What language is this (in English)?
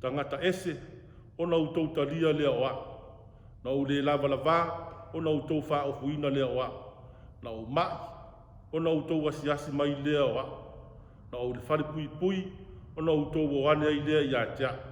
Samoan